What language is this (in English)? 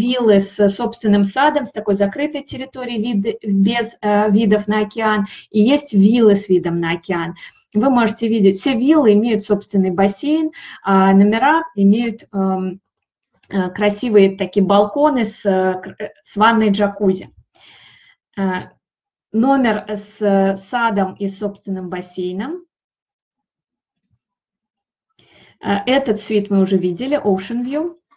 Russian